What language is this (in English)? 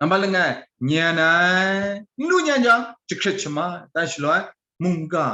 Kachin